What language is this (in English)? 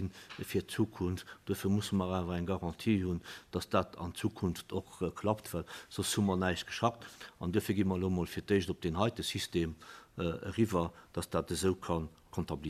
Luxembourgish